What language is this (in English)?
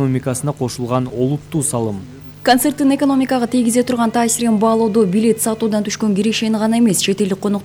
Kyrgyz